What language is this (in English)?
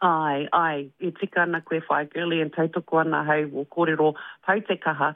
Māori